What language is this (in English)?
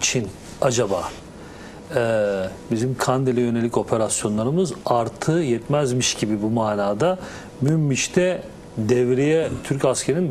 Turkish